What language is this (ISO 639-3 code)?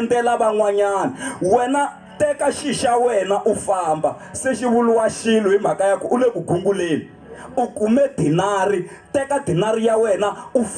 tso